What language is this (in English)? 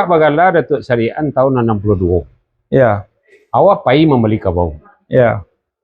Minangkabau